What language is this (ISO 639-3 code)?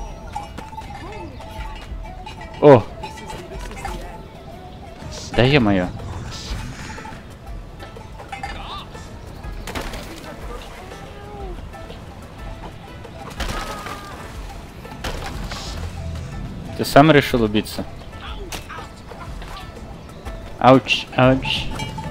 rus